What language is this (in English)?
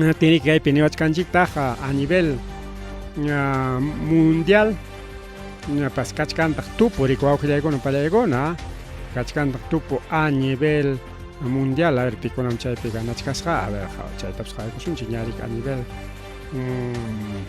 Ayacucho Quechua